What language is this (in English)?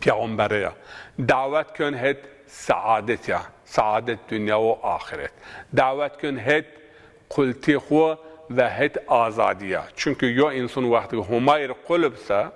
Zaza